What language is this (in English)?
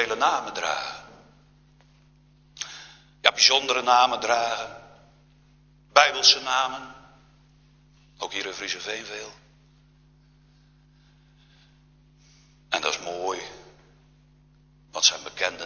Dutch